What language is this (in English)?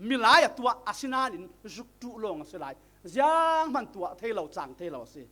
Falam Chin